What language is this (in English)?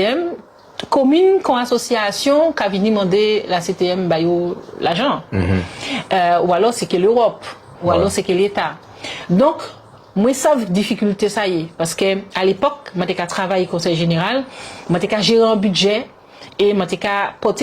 Guadeloupean Creole French